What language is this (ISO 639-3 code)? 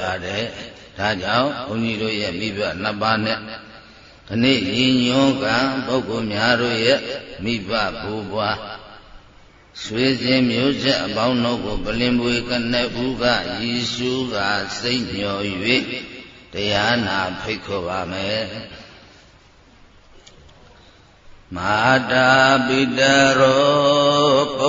mya